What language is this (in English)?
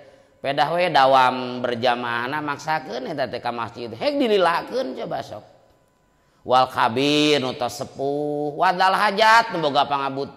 Sundanese